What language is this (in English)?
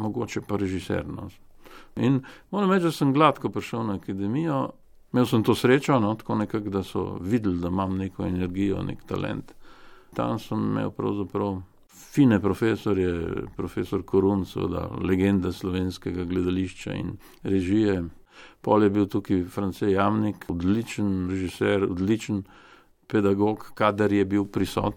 Slovenian